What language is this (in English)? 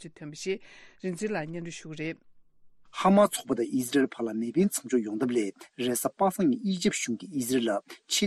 Tibetan